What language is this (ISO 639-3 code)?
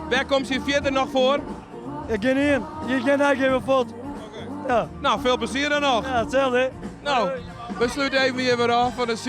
fry